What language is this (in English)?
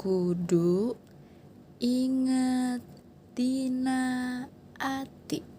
Sundanese